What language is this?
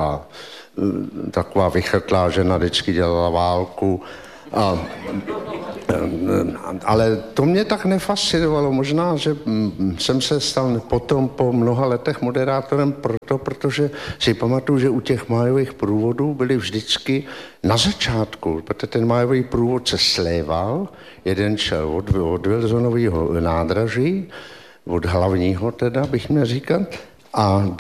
Czech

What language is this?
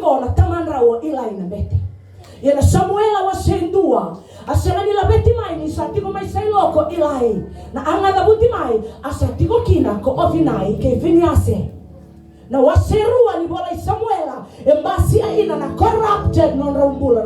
Fijian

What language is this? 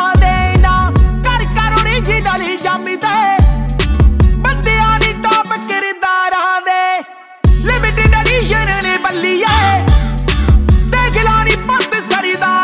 Punjabi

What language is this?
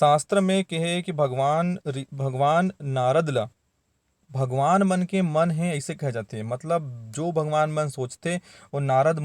Chhattisgarhi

